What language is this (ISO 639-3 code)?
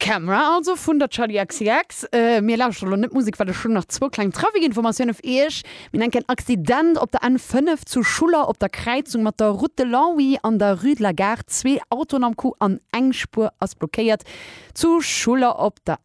ltz